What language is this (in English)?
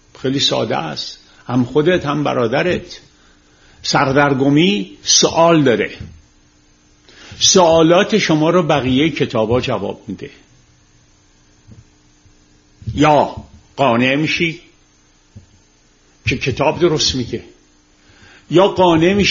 Persian